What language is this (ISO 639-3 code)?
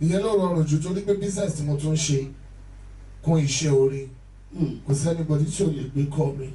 yor